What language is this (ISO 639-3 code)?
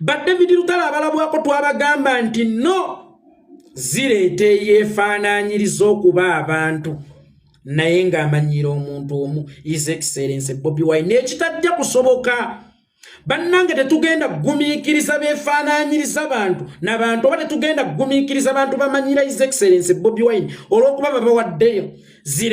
lug